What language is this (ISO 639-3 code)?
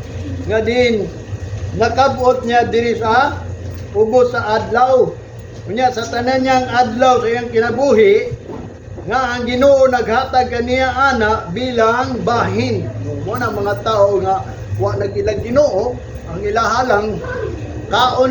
ceb